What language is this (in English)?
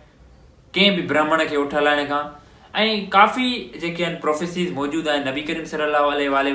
Sindhi